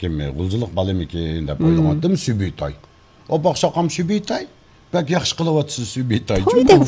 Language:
Uyghur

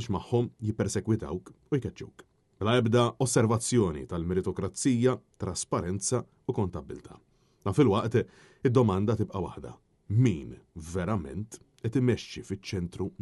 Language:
Maltese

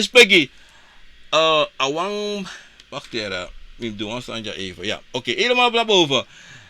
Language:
Sranan Tongo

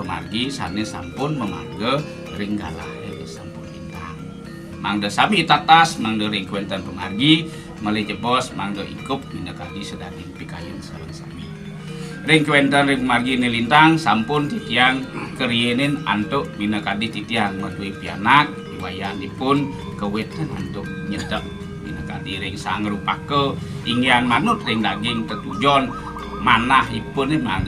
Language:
Balinese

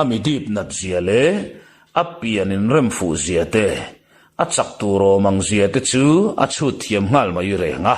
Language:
Mizo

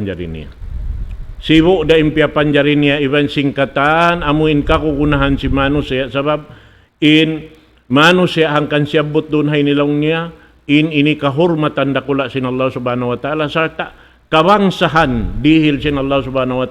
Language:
Tausug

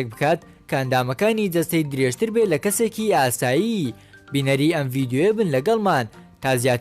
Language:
Central Kurdish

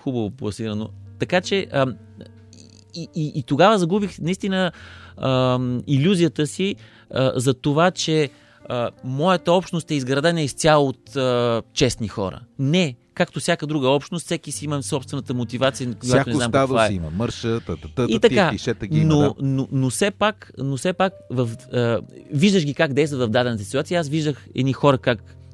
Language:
Bulgarian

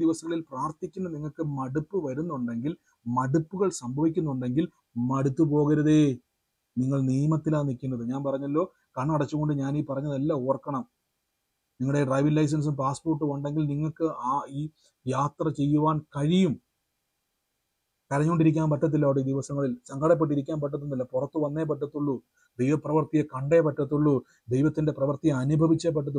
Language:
Malayalam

